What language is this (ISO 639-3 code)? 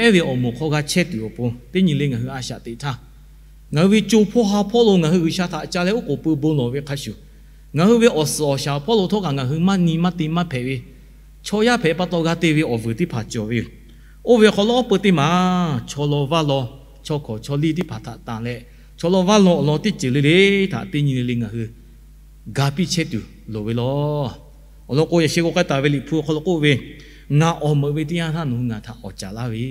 lhu